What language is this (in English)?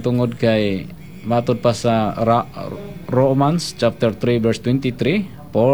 Cebuano